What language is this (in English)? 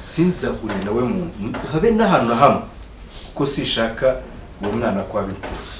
Kinyarwanda